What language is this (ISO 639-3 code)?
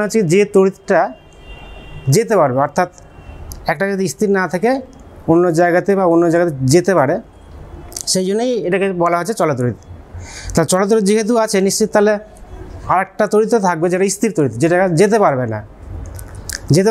ben